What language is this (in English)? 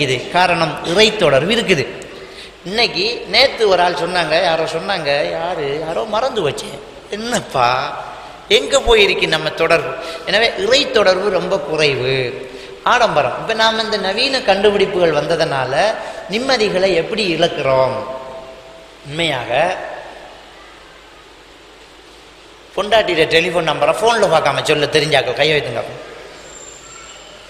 Tamil